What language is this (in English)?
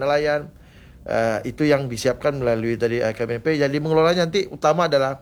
Indonesian